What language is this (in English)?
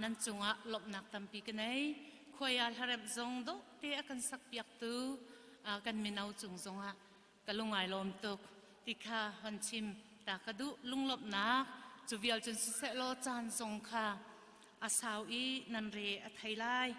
Hakha Chin